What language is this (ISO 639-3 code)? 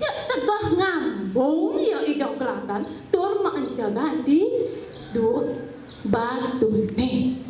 ban